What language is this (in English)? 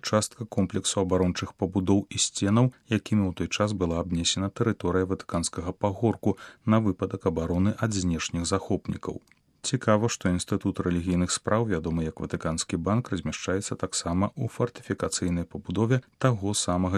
Belarusian